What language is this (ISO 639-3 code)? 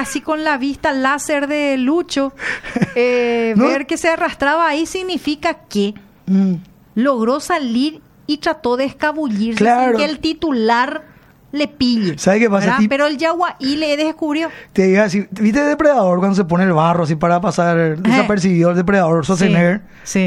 spa